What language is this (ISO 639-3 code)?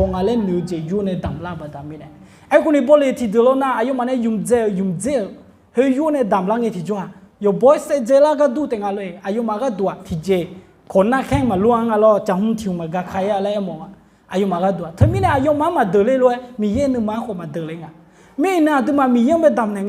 ahk